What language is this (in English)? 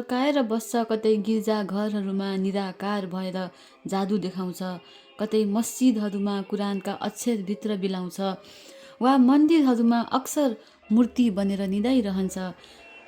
Nepali